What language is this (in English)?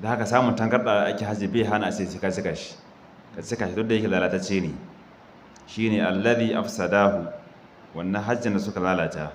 Hausa